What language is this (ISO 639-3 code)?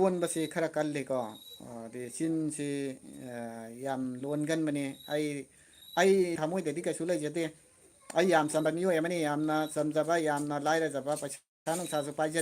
mni